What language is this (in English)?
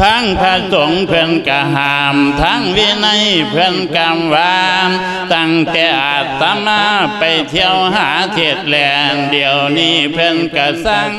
Lao